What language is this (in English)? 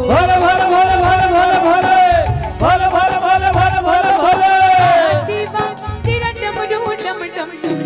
Chhattisgarhi